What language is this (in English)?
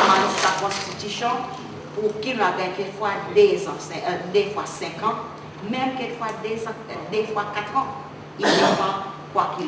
Seselwa Creole French